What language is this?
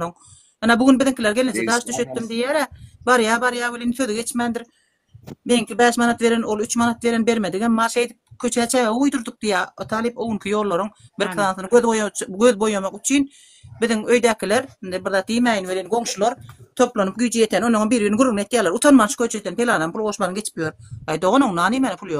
Turkmen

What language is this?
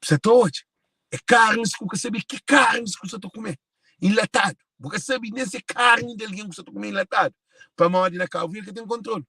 Kabuverdianu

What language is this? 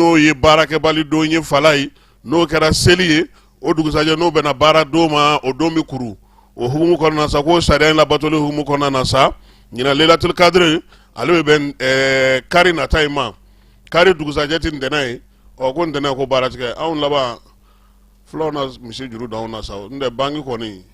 Bambara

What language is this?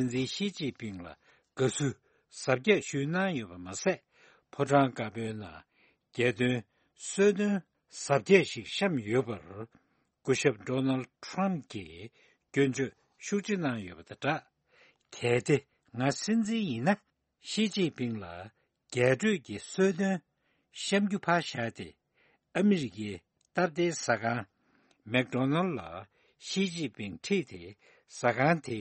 Tibetan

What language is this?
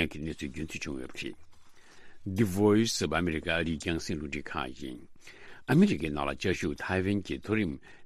Tibetan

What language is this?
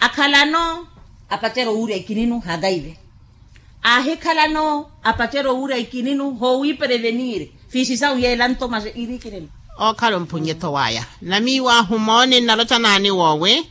Makhuwa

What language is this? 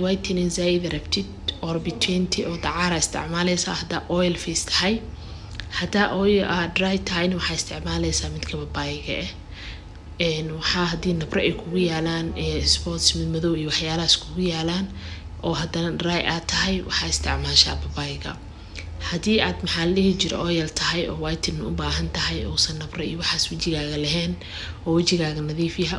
Somali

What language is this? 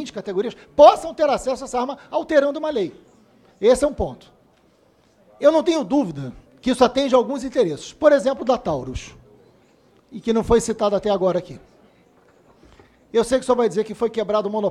Portuguese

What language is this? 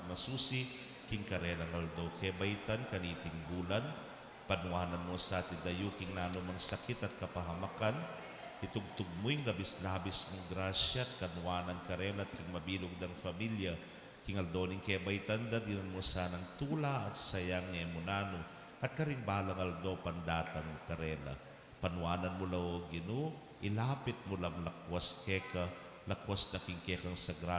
Pampanga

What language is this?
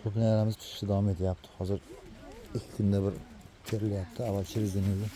Uzbek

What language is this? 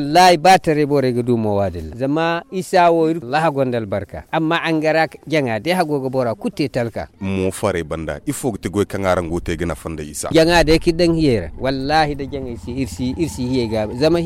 Zarma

